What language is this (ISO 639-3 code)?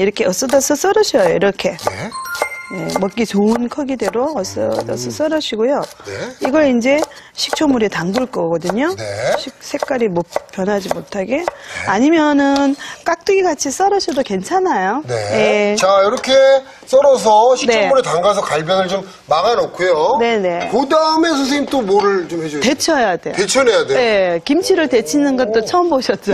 kor